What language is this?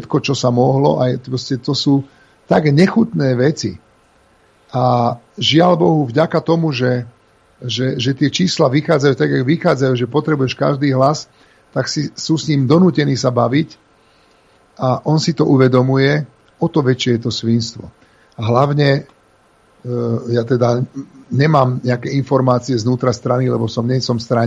Slovak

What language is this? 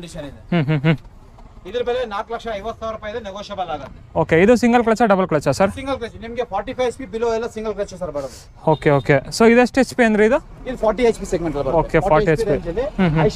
Kannada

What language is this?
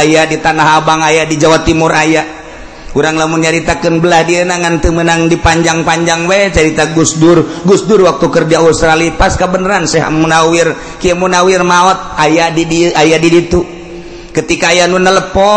Sundanese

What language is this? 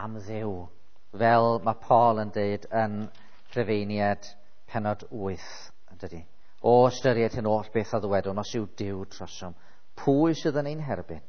Welsh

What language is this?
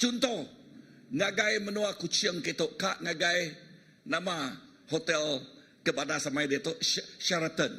Iban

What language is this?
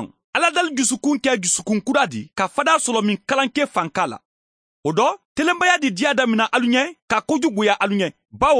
Mandingo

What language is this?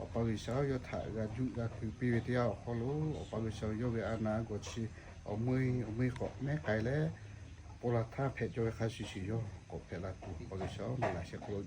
Lahu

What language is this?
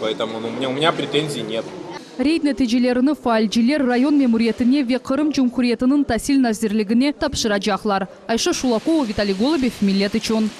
Crimean Tatar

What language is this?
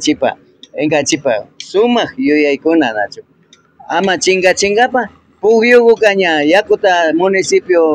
Imbabura Highland Quichua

